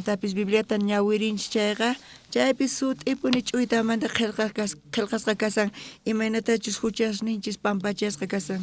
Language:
South Bolivian Quechua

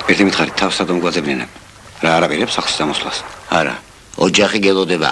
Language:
Georgian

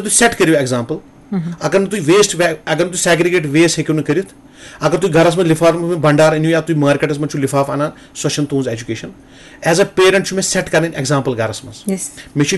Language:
Kashmiri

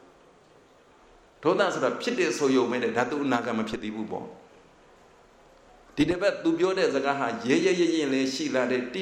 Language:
Burmese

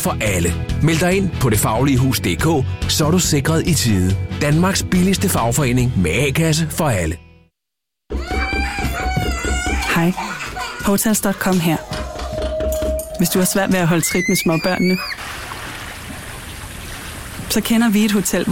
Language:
Danish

